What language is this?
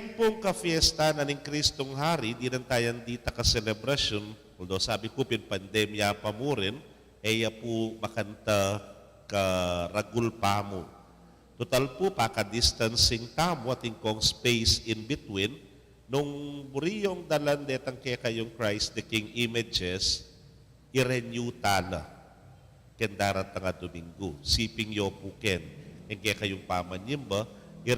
Pampanga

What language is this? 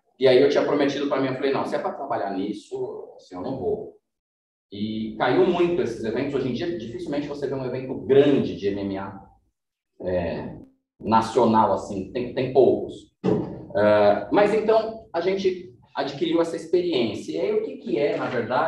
Portuguese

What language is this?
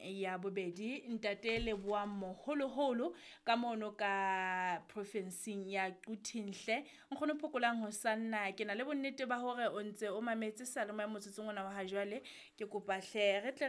Southern Sotho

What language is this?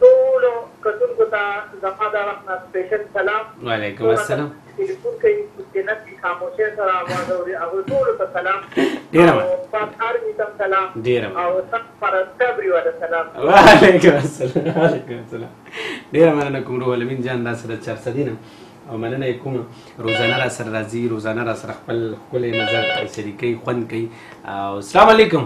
Pashto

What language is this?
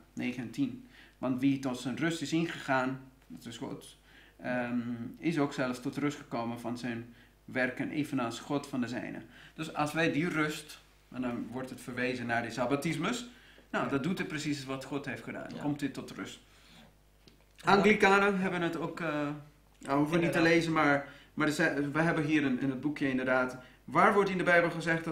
Dutch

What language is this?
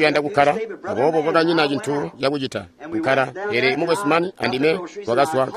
Tonga (Zambia)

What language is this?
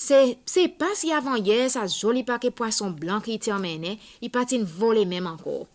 Seselwa Creole French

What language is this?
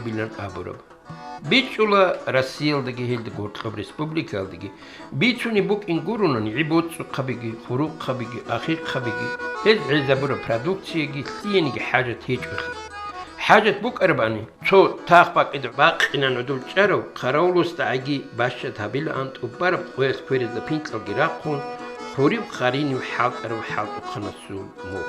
Avaric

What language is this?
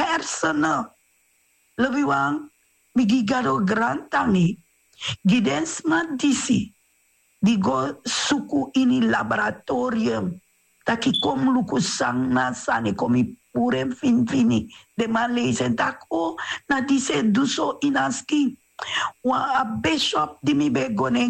Sranan Tongo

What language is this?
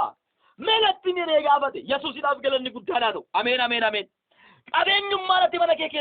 Oromo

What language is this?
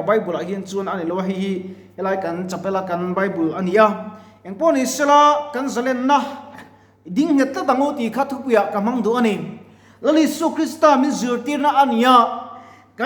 Mizo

